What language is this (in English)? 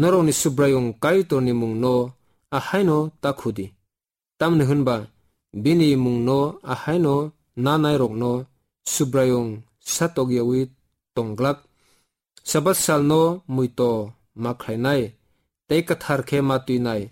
Kok Borok